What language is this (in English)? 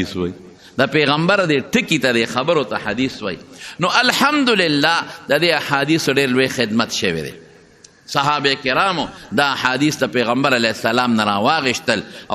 Pashto